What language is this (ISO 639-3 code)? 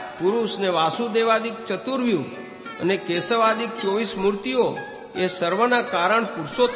guj